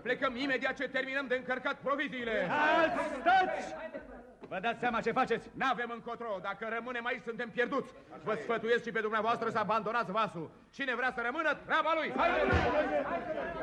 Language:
Romanian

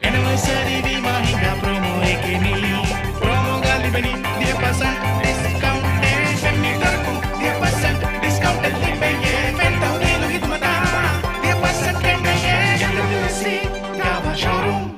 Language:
Divehi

